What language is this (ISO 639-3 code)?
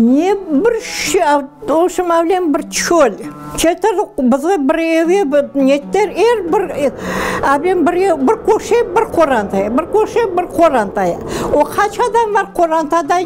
crh